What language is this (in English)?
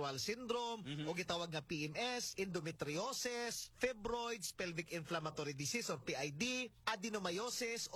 Cebuano